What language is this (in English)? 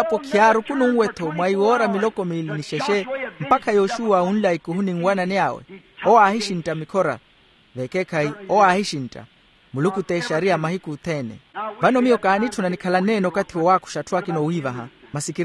Makhuwa